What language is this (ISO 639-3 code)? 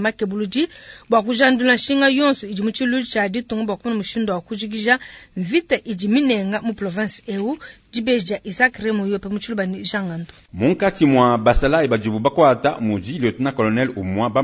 lua